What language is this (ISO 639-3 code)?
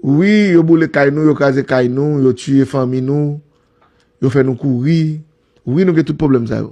hat